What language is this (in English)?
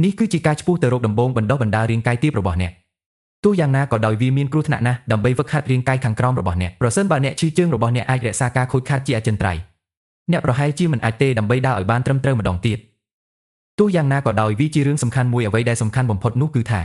Khmer